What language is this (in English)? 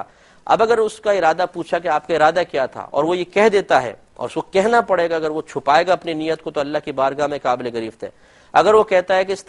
Urdu